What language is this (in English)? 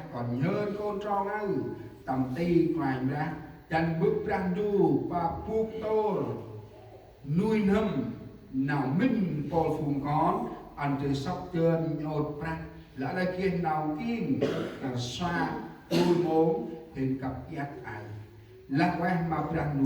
Central Mnong